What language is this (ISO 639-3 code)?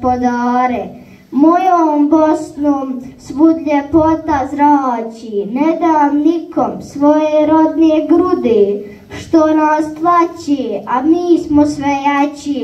bos